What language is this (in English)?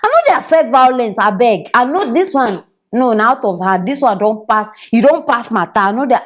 Nigerian Pidgin